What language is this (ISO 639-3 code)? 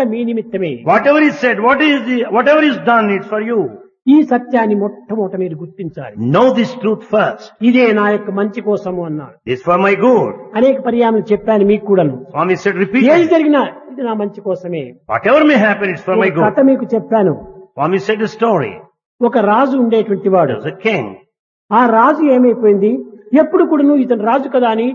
tel